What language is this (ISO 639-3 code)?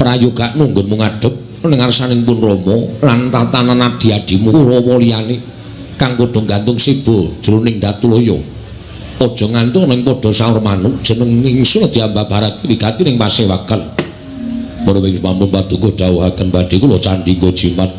jav